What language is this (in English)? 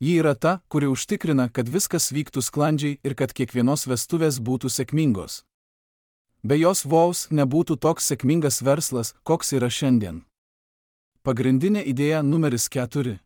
Lithuanian